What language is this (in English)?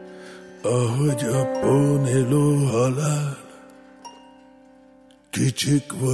Hungarian